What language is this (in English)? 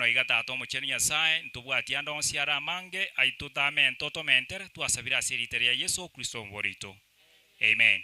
Gusii